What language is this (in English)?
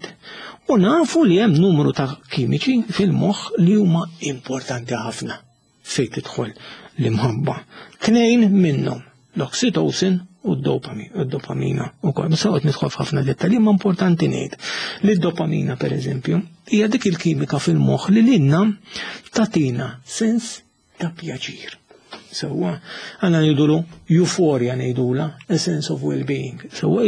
Maltese